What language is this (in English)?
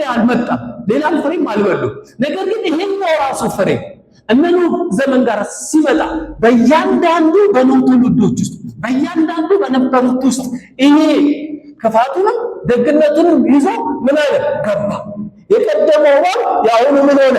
Amharic